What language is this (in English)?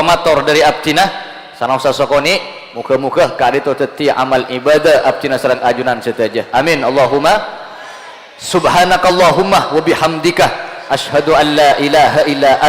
Madurese